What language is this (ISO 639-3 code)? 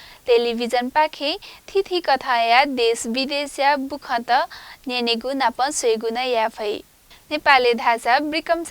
new